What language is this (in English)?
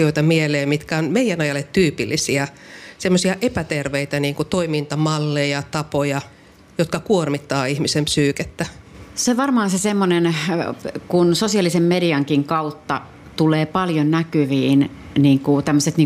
Finnish